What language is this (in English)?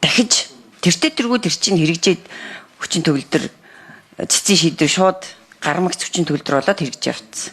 Mongolian